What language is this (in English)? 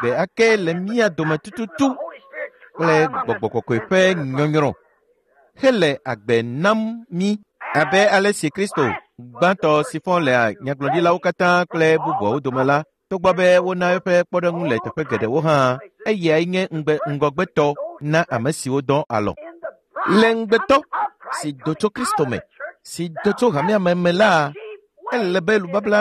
Ewe